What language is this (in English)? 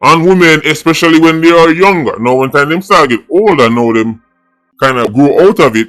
Jamaican Creole English